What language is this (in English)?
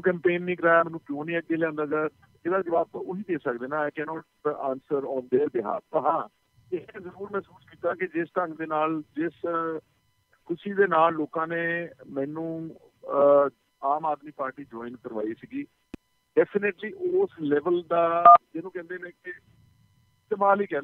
Punjabi